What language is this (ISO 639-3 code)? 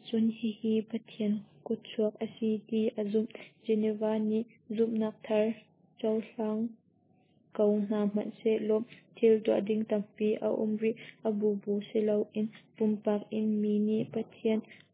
cnh